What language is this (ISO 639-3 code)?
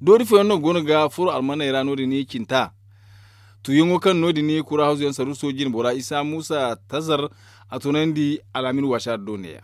dje